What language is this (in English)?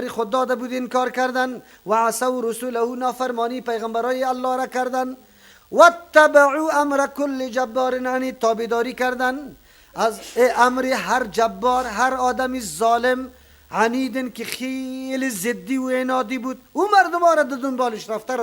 Persian